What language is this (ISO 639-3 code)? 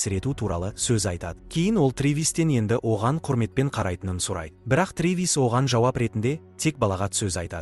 kaz